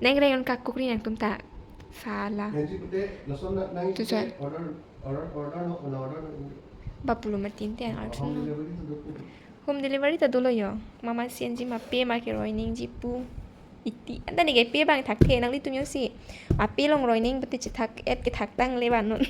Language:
Karbi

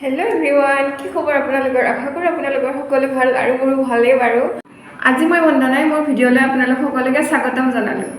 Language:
Assamese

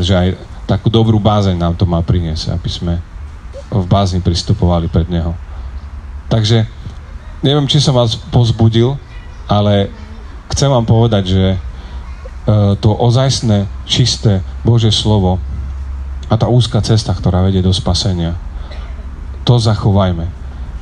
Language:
Slovak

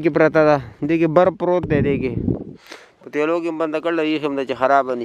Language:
Pashto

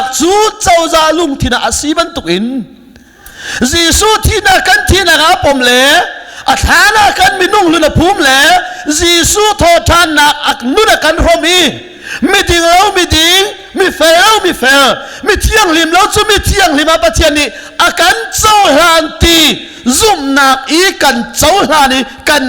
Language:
Hakha Chin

